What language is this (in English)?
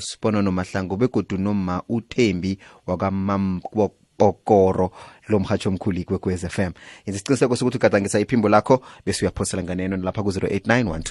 South Ndebele